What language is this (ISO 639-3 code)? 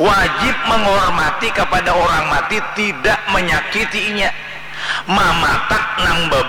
bjn